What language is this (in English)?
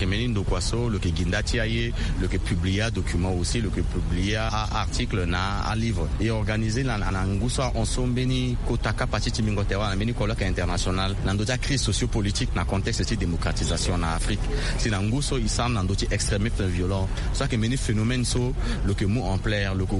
Sango